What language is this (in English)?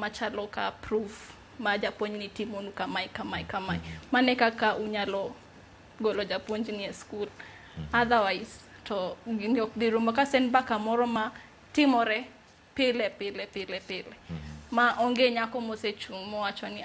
Luo (Kenya and Tanzania)